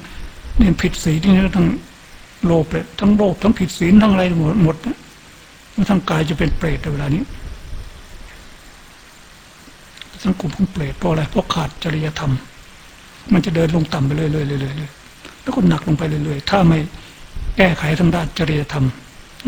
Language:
Thai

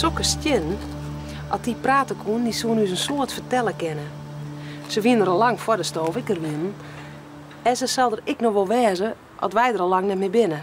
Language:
Western Frisian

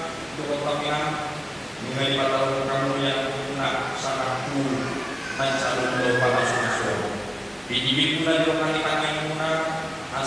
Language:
Batak Toba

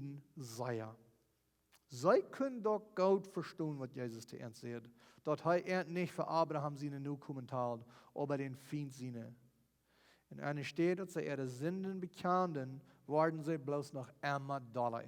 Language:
Plautdietsch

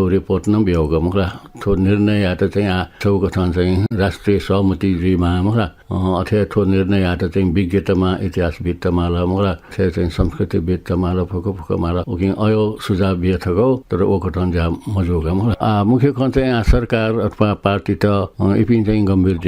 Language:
Newari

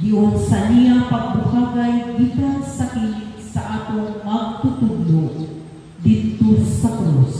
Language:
Cebuano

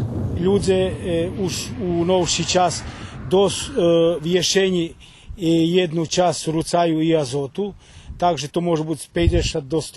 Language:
Rusyn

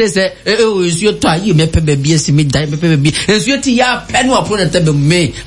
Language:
Akan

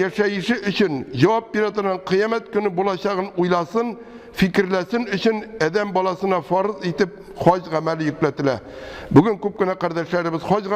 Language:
Tatar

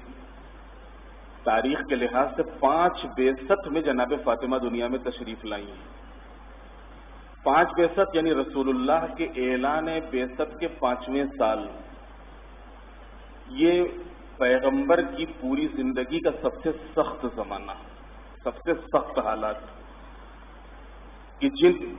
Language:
Urdu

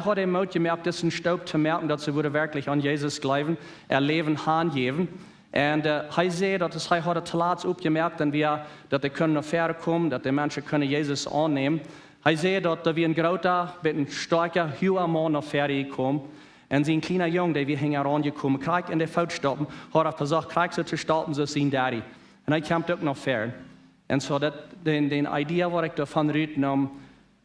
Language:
Plautdietsch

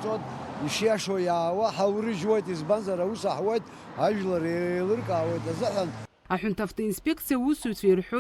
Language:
Abkhazian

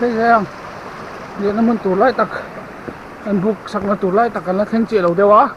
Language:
Mizo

